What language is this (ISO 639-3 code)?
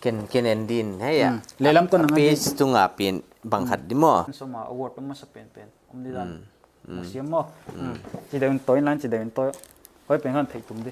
pck